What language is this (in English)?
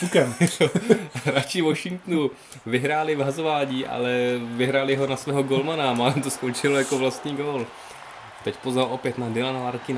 Czech